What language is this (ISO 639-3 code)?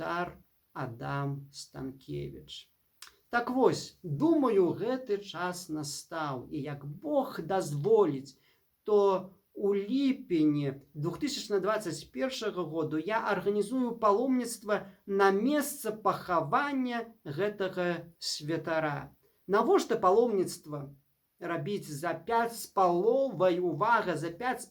bel